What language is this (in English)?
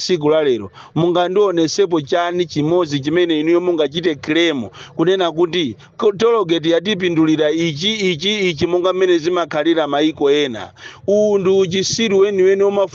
Nyanja